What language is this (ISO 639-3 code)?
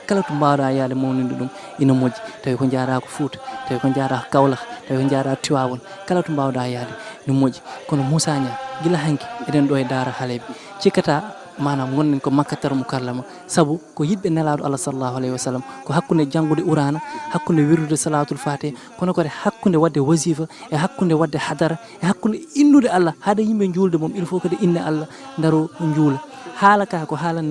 ful